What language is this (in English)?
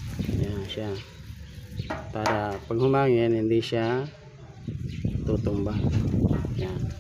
Filipino